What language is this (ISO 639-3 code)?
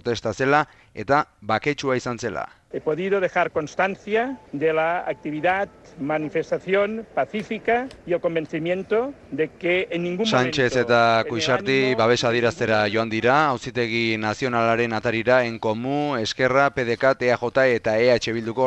eus